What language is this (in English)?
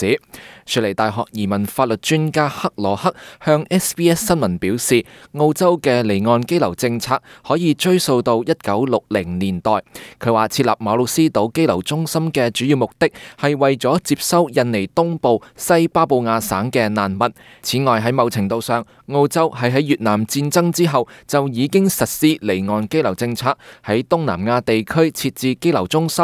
Cantonese